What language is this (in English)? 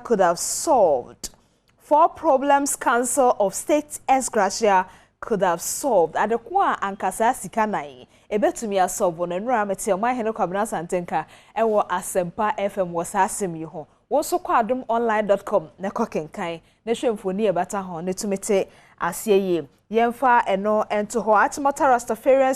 Akan